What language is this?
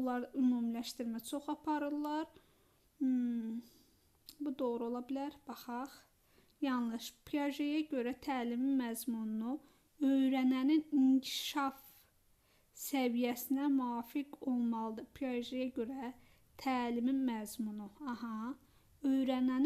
Azerbaijani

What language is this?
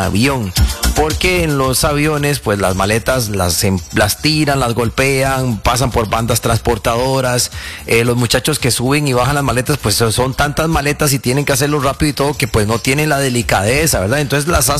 Spanish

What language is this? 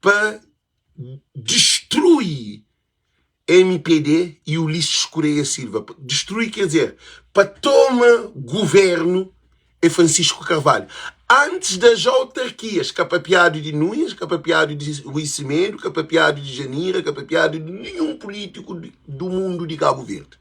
Kabuverdianu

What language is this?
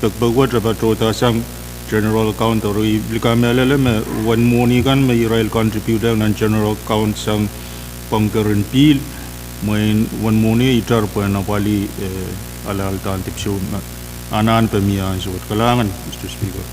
Pohnpeian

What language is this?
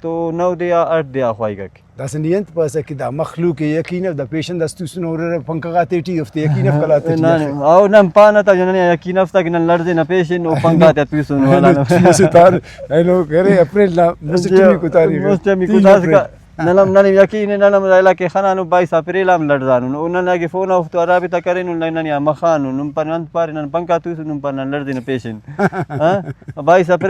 Brahui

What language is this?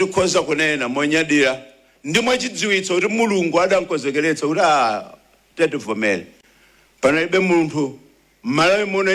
Nyanja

